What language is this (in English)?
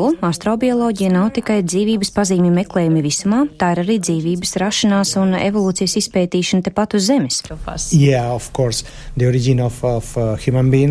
Latvian